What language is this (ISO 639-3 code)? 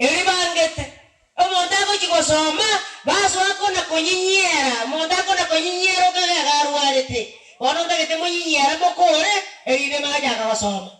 guz